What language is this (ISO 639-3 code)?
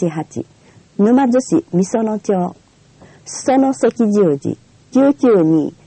jpn